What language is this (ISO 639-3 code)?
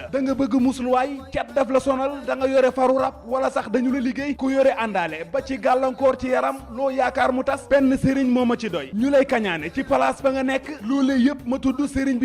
wol